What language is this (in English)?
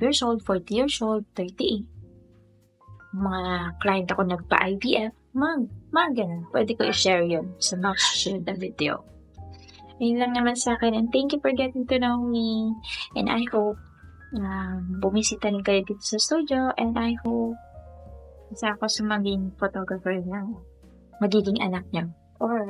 Filipino